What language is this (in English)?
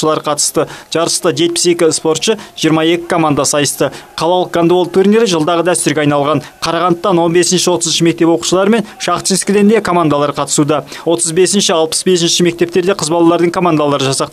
Kazakh